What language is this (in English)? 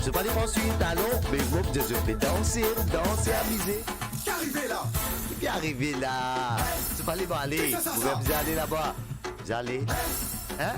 Morisyen